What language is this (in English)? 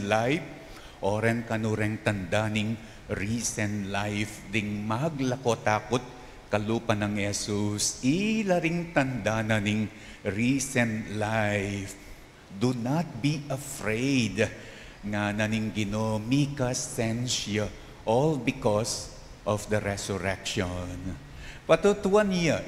Pampanga